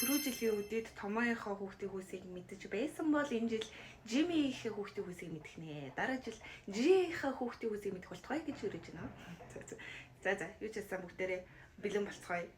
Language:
Mongolian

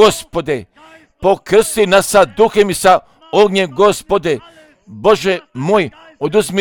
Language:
Croatian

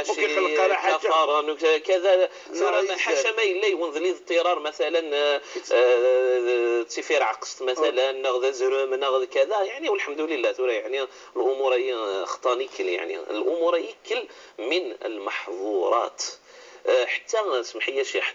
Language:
Moroccan Arabic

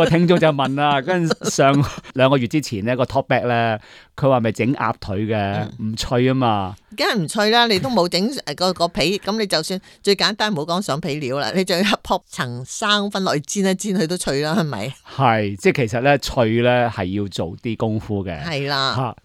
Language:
Cantonese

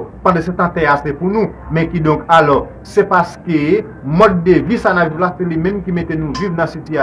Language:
Haitian Creole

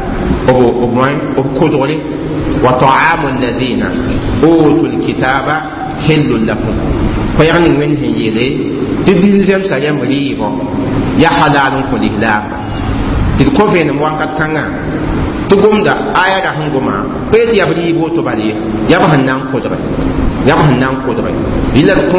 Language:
Mossi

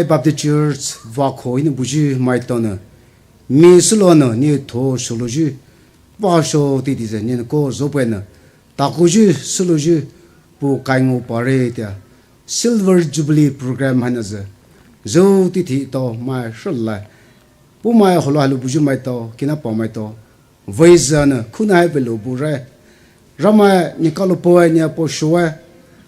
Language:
Poumei Naga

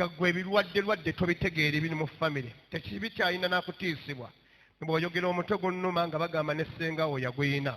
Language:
Ganda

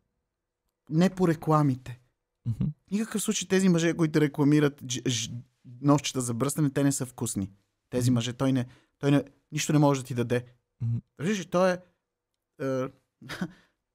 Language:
Bulgarian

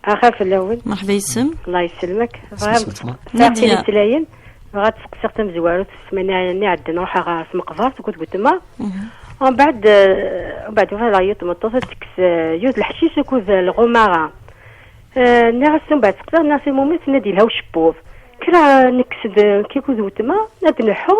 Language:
Kabyle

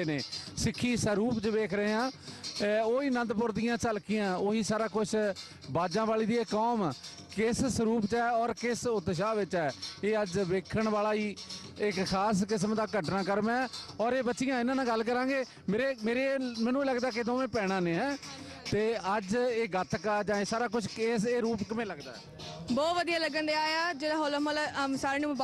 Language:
Punjabi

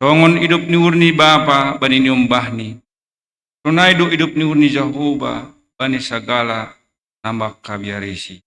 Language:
Batak Simalungun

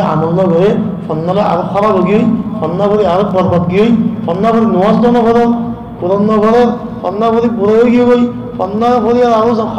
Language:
Rohingya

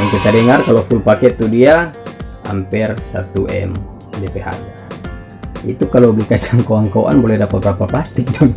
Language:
Manado Malay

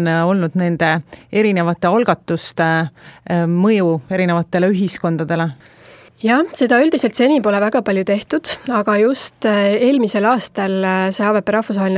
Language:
Estonian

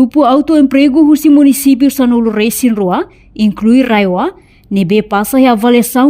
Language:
Tetum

